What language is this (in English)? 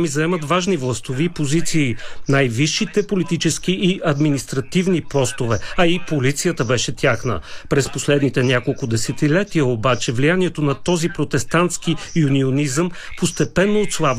Bulgarian